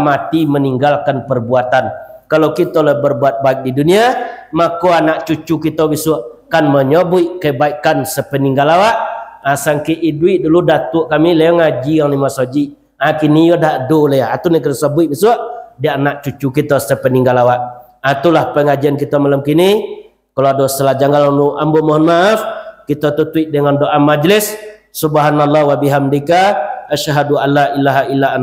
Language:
Minangkabau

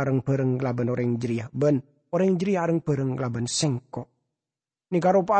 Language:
Madurese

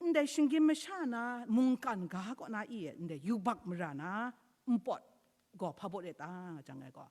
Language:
Kachin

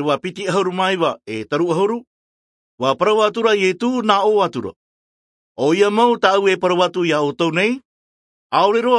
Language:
Tahitian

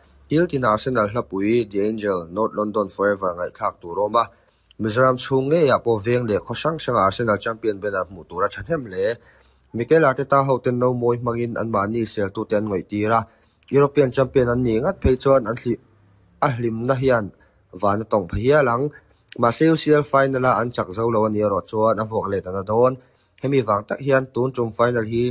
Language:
Mizo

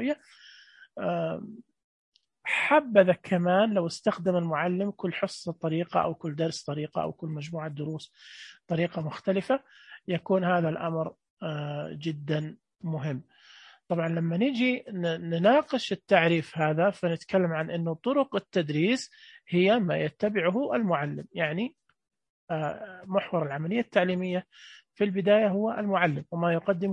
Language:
Najdi Arabic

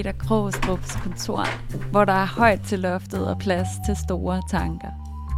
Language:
Danish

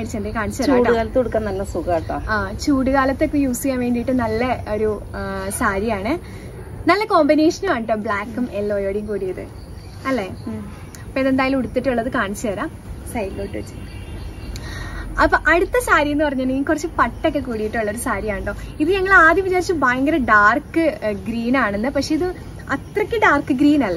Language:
Malayalam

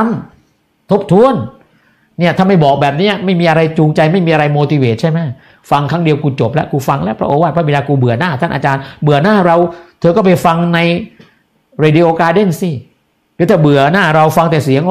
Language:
Thai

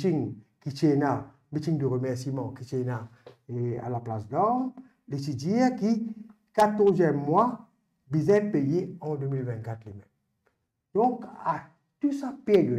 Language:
Morisyen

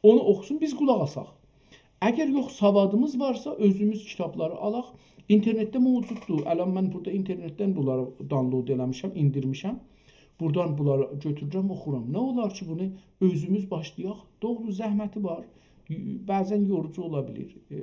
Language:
South Azerbaijani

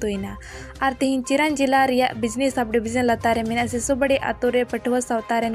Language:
Santali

